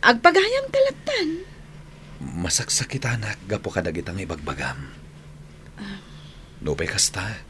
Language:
Iloko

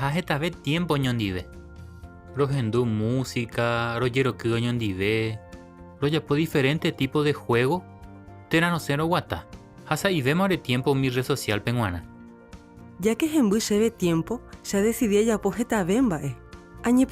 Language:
Guarani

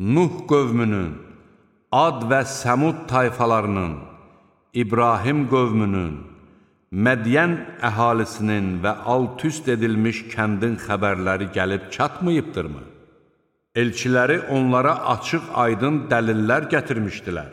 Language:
Azerbaijani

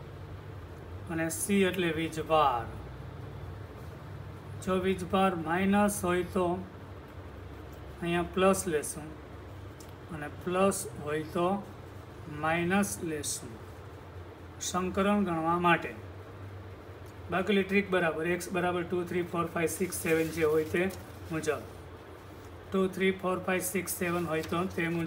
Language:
Gujarati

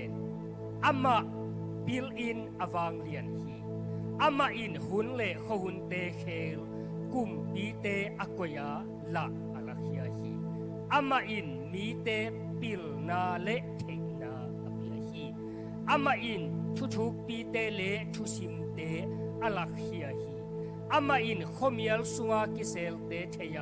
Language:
Tedim Chin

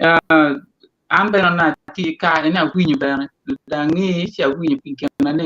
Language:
Acoli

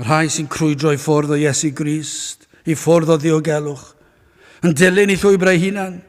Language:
Welsh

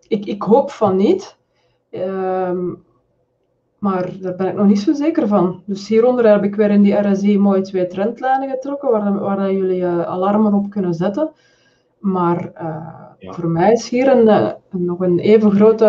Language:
Dutch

